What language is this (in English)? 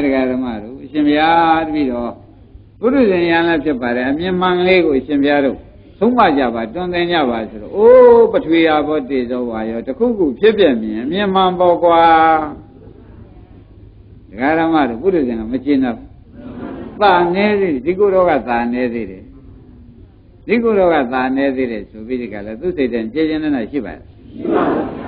Burmese